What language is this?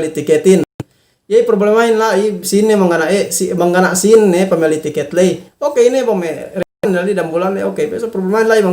Yakan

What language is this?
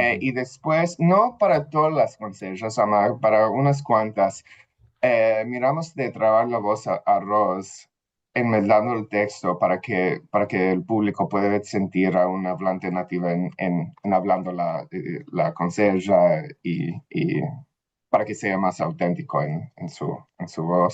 Ladino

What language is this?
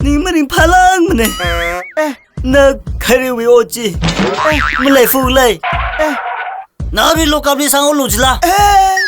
Tangkhul Naga (India)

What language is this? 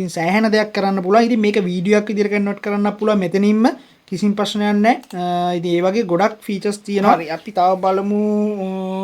Sinhala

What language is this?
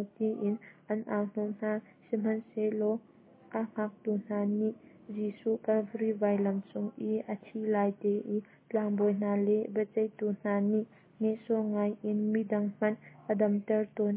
Hakha Chin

